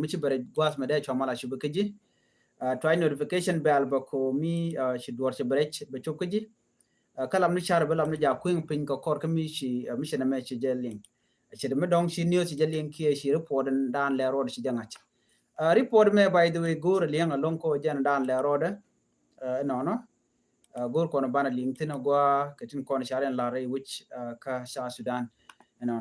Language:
Nuer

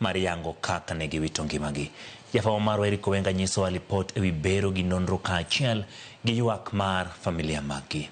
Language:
Luo (Kenya and Tanzania)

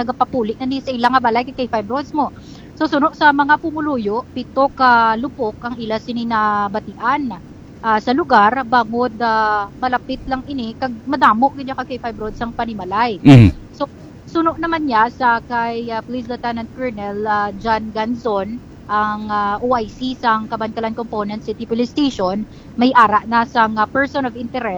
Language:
Hiligaynon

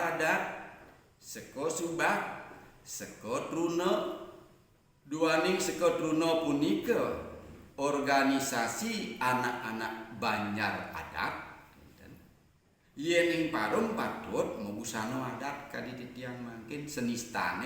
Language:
Balinese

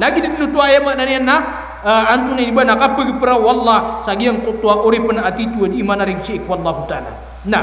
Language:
Maranao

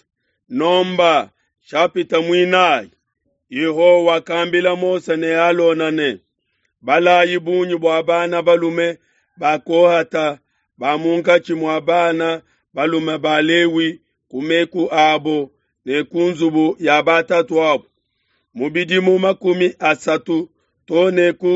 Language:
Luba-Lulua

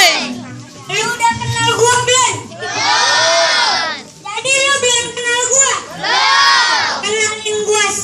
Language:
Betawi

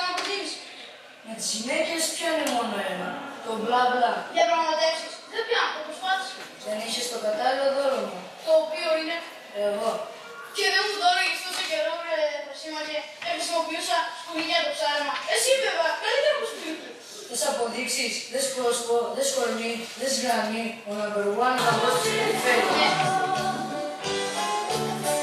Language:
Greek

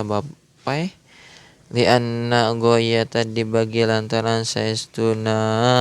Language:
Sundanese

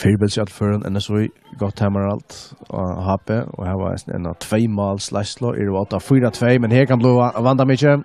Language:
Faroese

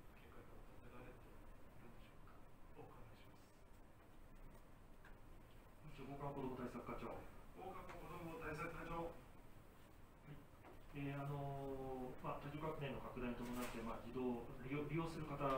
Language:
Japanese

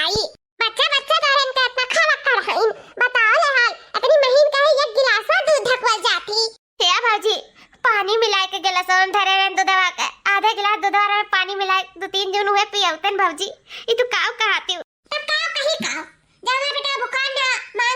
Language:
Awadhi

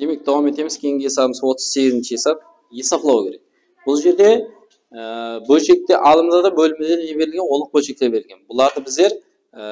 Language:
Kara-Kalpak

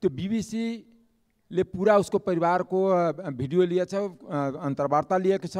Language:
Nepali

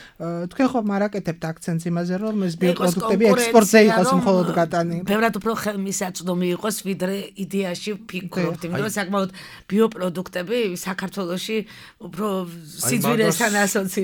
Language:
Georgian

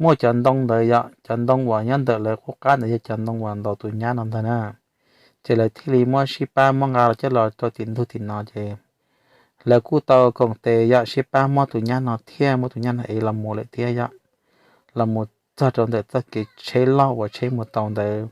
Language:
Hmong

